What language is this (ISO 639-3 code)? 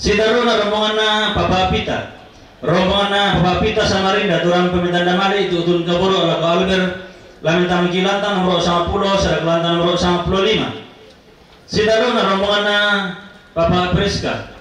sda